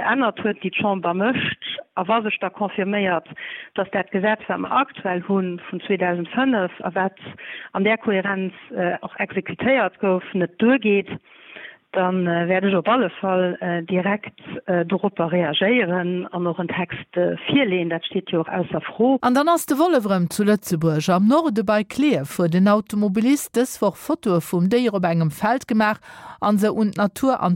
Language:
Luxembourgish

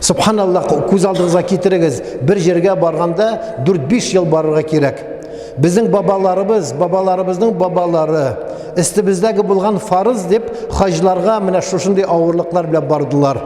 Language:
Tatar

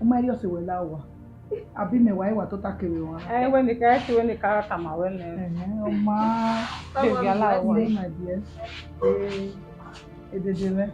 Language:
Bini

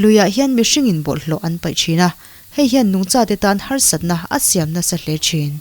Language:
Mizo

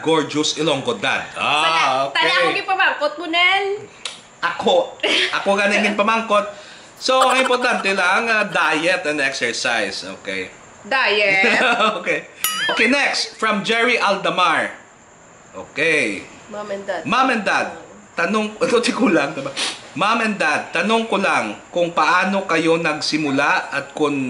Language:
Hiligaynon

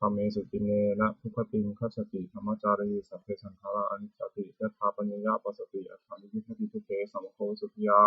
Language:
Pali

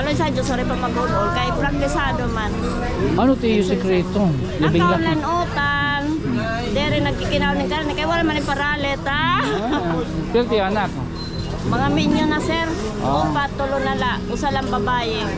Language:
Waray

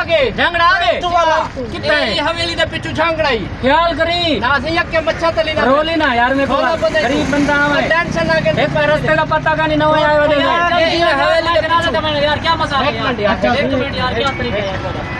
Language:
Saraiki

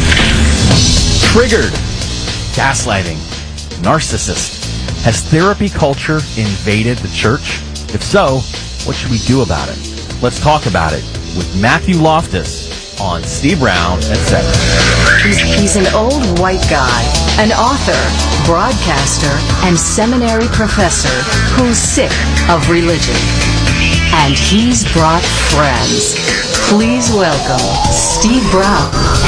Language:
English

